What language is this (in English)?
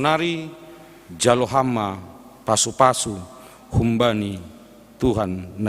Batak Simalungun